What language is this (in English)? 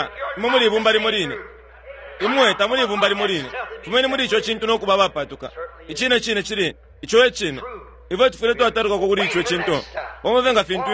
Bemba